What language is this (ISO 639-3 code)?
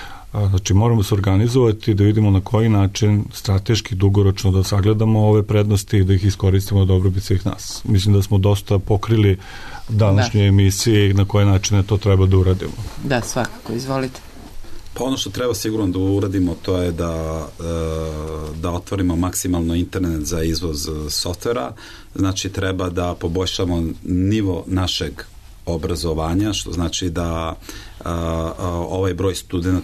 srp